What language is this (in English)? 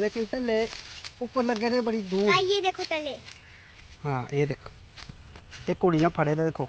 Dogri